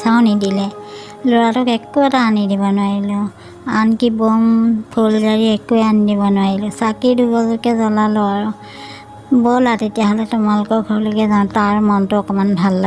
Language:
Assamese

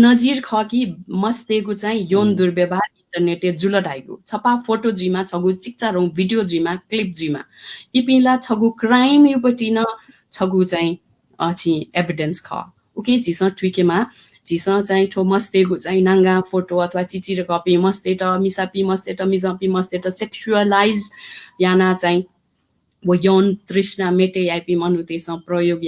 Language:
Newari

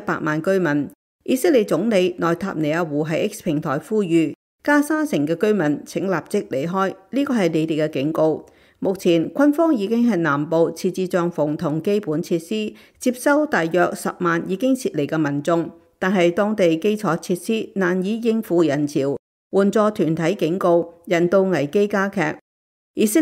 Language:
Cantonese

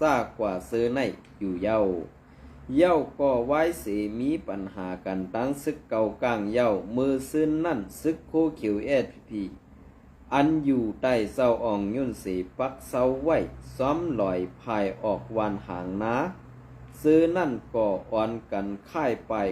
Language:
Shan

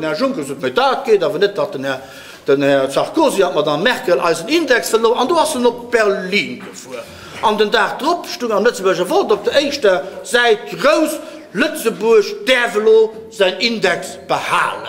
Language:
Luxembourgish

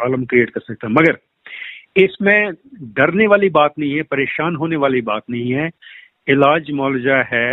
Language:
Hindi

